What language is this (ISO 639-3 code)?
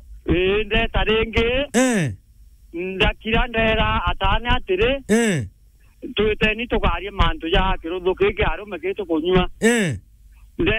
mer